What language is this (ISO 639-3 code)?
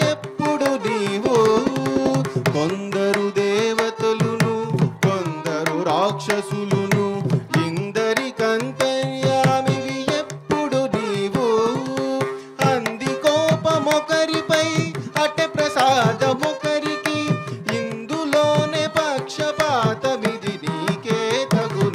tel